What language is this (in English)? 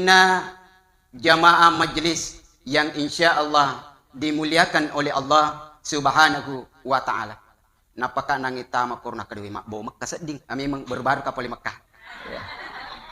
Buginese